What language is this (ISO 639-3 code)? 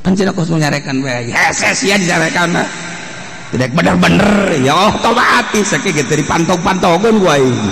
sun